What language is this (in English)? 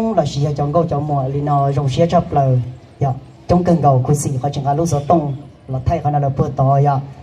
Hmong